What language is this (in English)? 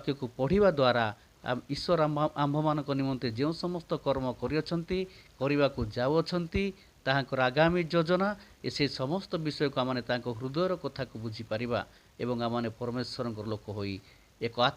Odia